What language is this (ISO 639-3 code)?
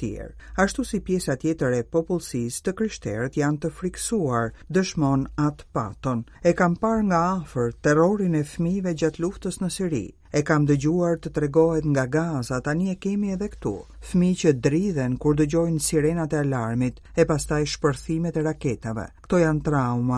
sqi